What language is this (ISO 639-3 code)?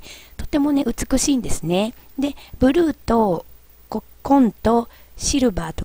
jpn